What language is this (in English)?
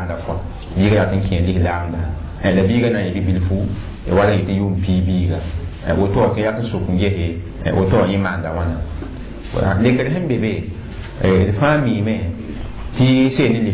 Mossi